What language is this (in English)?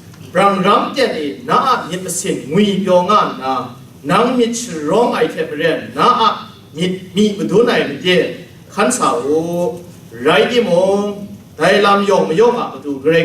Kachin